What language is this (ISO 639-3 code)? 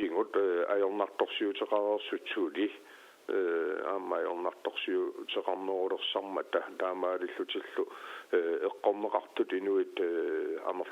kal